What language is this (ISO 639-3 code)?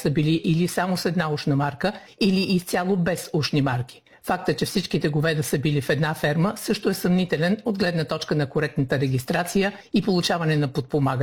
bul